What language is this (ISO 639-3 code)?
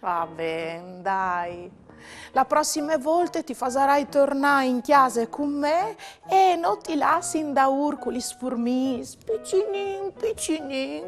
fur